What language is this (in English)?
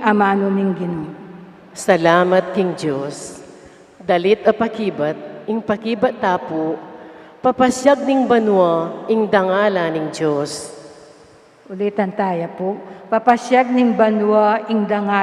Pampanga